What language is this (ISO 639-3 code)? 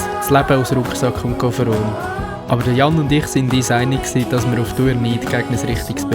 gsw